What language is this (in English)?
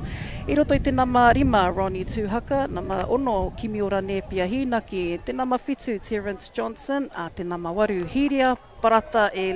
Māori